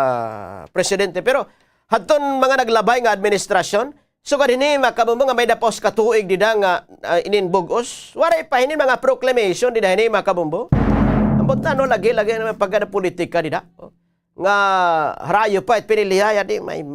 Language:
Waray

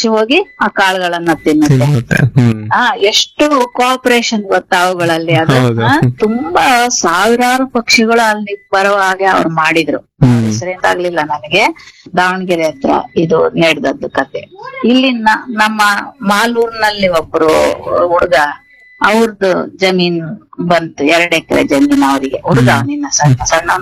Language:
Kannada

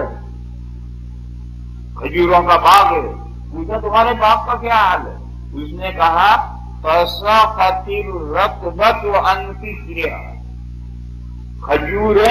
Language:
Urdu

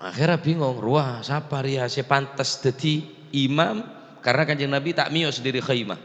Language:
Madurese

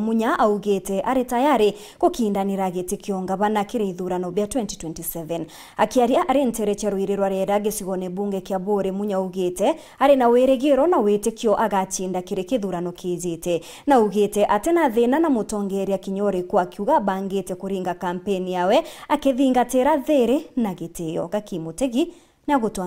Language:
Meru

